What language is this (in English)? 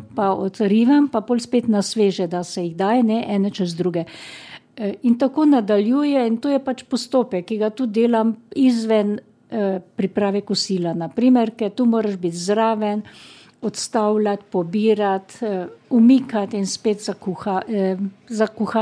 Slovenian